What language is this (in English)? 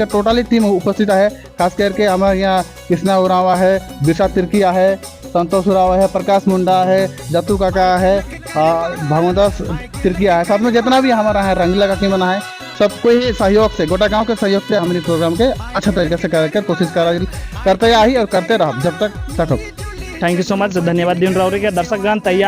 Sadri